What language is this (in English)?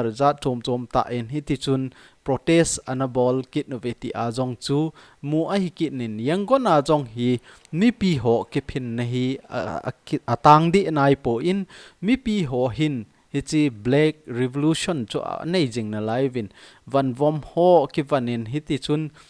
Thado Chin